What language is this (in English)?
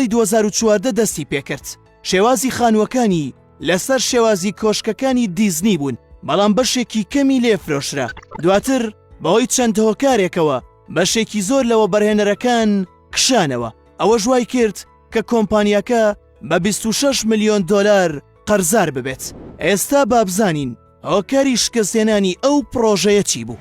Central Kurdish